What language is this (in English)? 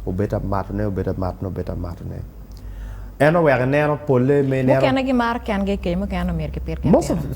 Acoli